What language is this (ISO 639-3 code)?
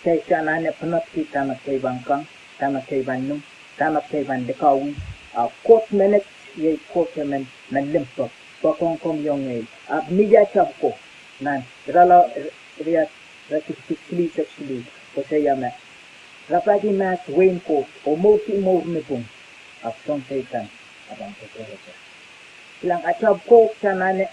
pon